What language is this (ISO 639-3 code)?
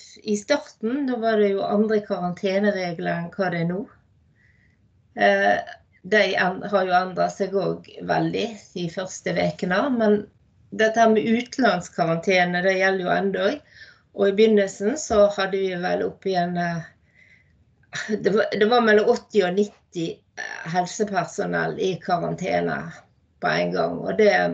nor